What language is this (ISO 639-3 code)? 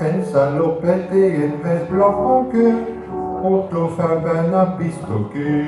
pcd